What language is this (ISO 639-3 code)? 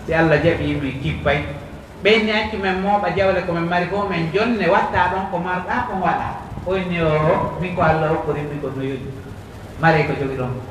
fuf